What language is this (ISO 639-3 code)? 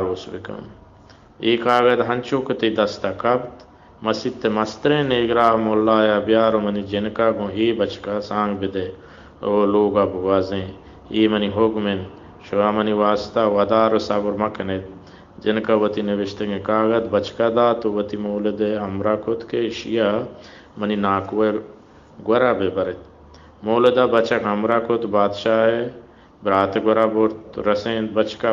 bal